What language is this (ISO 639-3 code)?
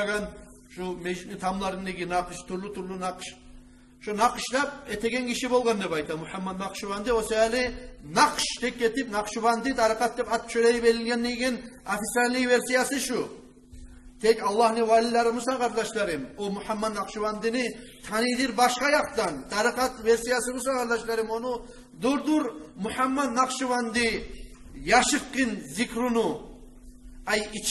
kum